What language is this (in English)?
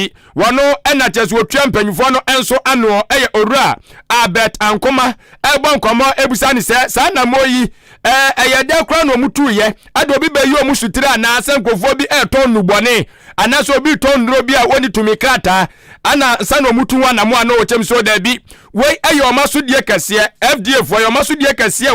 Akan